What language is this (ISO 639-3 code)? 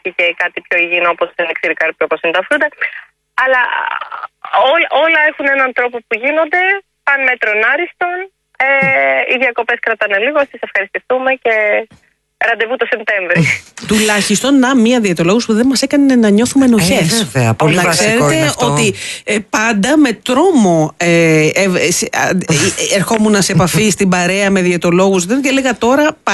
ell